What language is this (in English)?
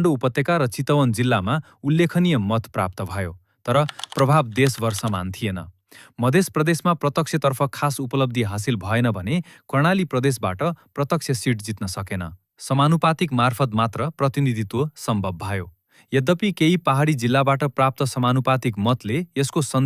Nepali